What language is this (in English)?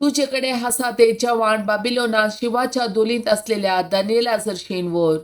Konkani